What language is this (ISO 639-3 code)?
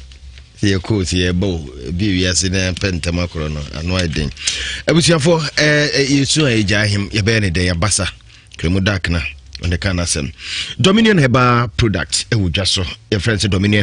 aka